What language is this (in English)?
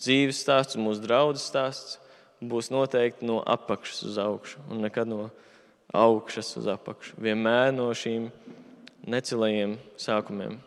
Latvian